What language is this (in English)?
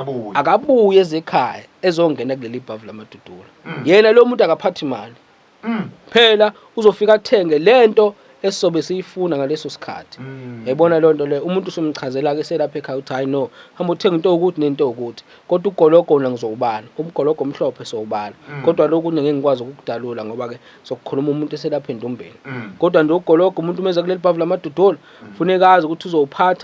Zulu